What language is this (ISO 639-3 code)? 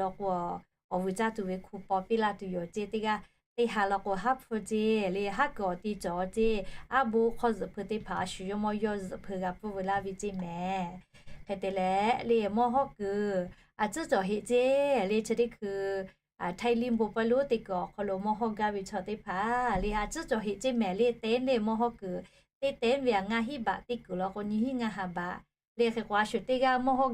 lhu